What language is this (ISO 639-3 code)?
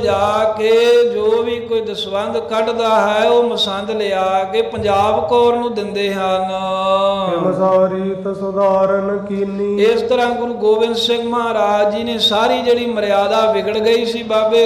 pan